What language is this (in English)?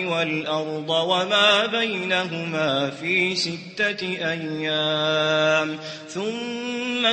Maranao